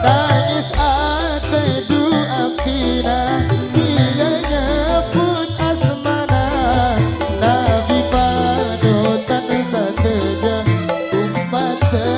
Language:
Madurese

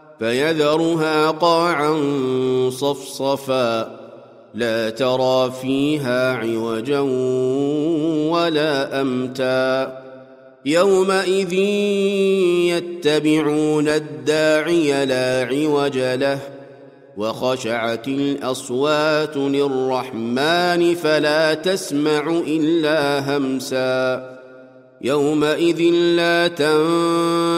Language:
Arabic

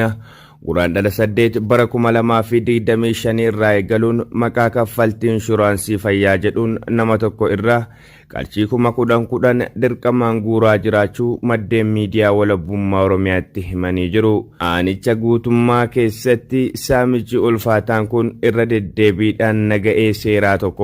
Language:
Oromo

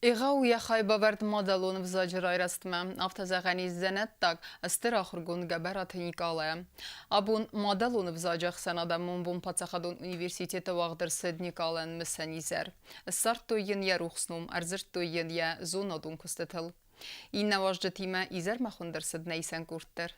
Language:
Ossetic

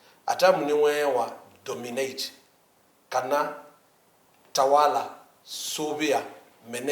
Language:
Kamba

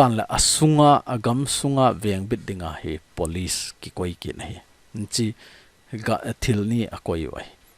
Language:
Thado Chin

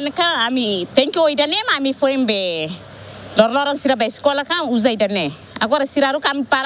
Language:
Tetum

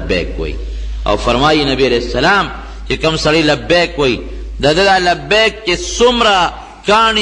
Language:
Pashto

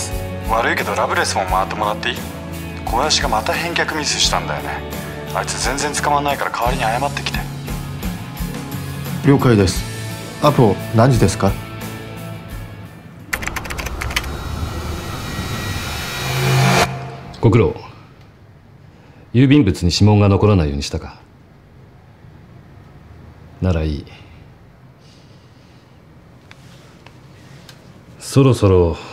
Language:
Japanese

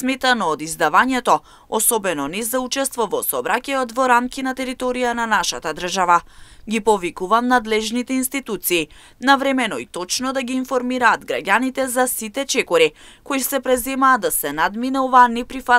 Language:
Macedonian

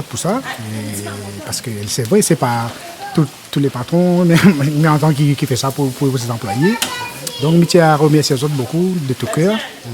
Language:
Réunion Creole French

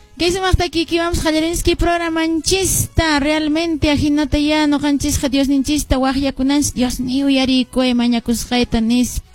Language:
Quechua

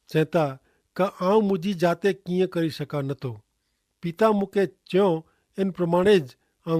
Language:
Kachhi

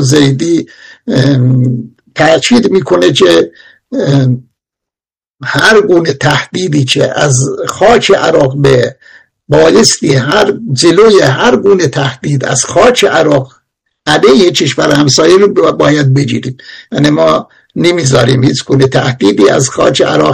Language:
Persian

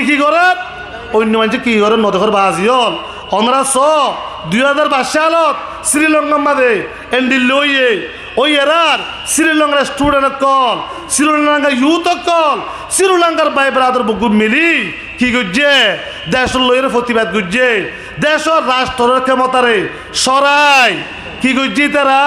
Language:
Rohingya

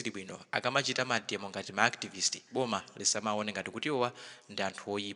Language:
Nyanja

